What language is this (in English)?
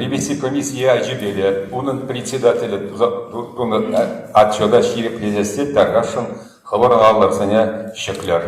Chuvash